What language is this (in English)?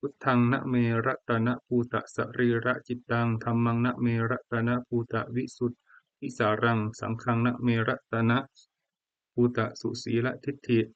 Pali